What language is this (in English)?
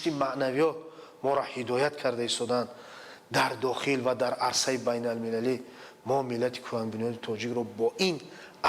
Tajik